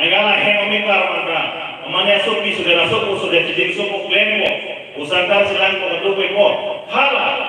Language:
Karbi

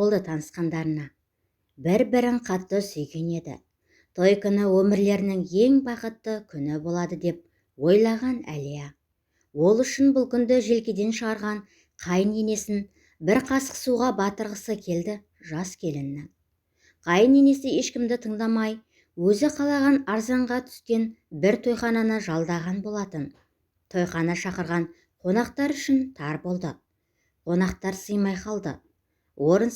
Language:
Kazakh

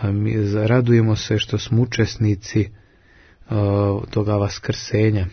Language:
Serbian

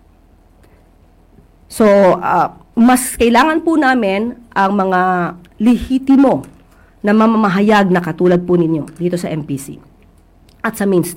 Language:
Filipino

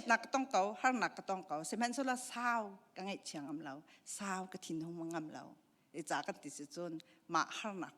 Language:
Hakha Chin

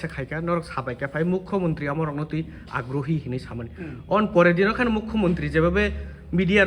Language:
Kok Borok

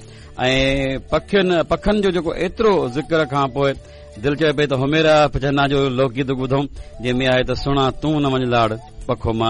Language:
Sindhi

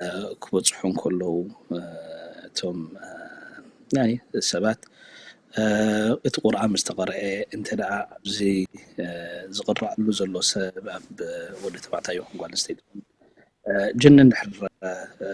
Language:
Tigrinya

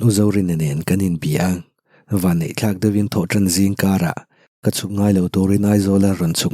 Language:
Mizo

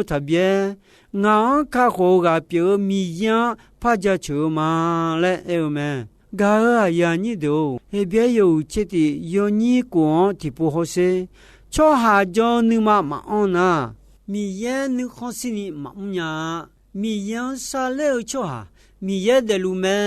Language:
Akha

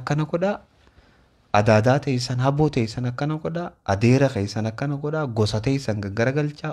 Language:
Oromo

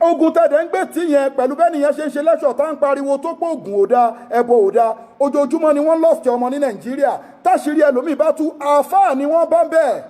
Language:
Yoruba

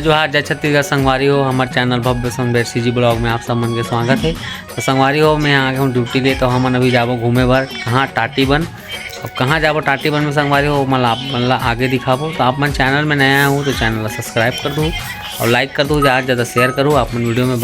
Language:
Chhattisgarhi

